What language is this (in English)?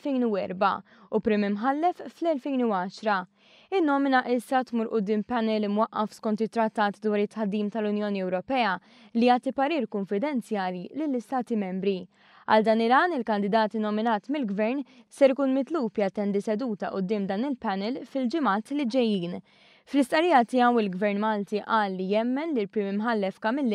Maltese